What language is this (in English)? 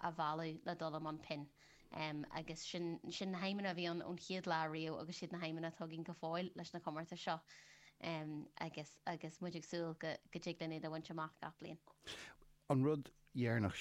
Irish